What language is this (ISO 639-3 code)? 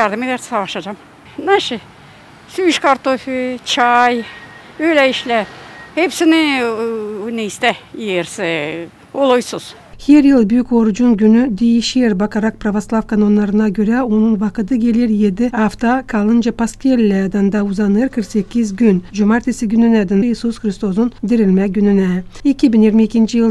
gag